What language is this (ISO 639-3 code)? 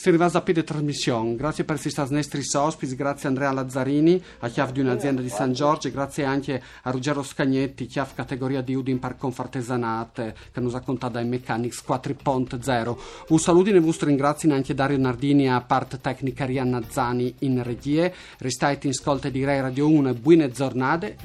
fur